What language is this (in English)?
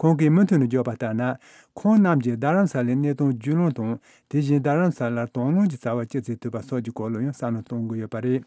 Tibetan